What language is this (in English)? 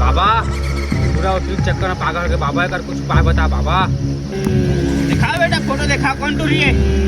Chhattisgarhi